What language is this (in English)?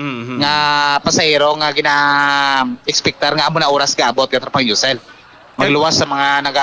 Hiligaynon